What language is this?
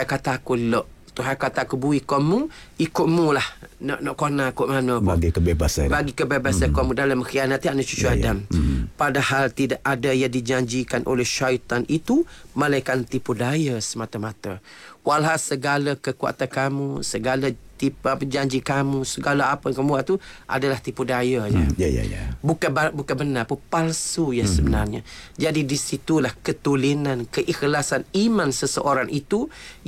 Malay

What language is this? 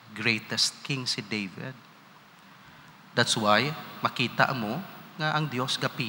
Hiligaynon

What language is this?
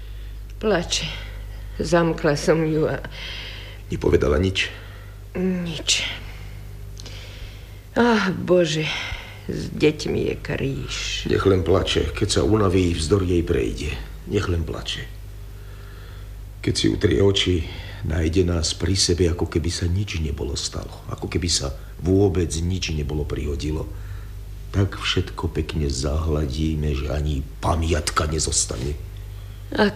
Slovak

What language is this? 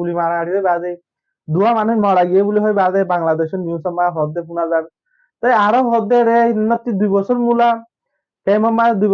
Rohingya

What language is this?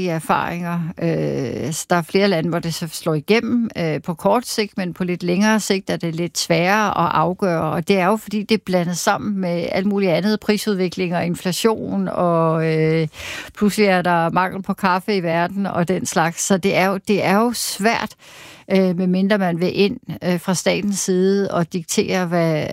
Danish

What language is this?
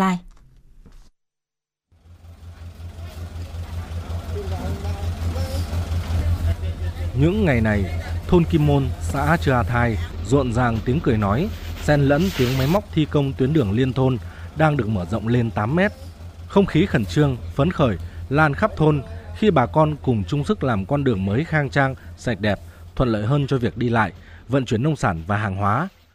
Vietnamese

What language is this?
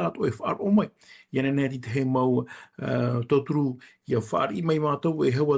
Tahitian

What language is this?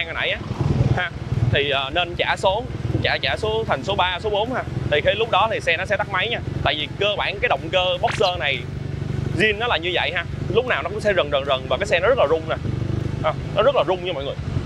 Vietnamese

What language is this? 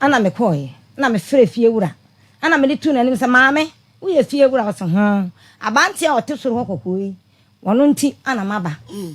Akan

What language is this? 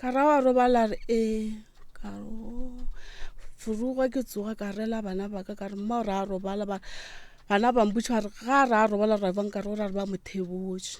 Northern Sotho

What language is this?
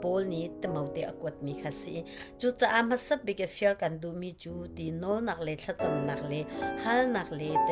Hakha Chin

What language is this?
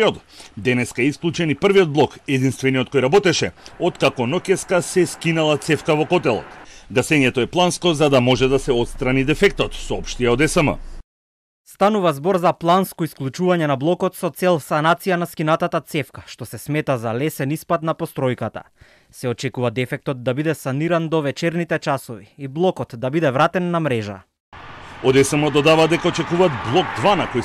Macedonian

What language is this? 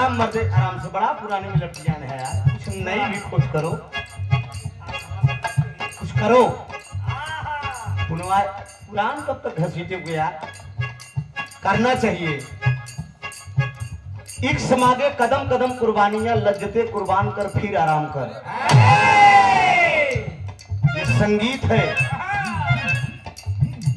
Bhojpuri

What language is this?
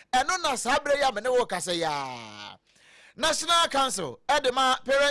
Akan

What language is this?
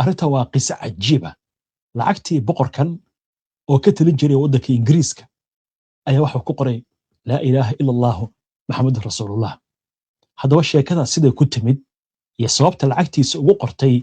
Somali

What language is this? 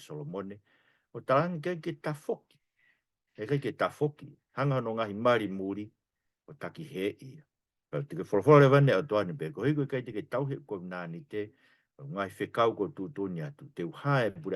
Tongan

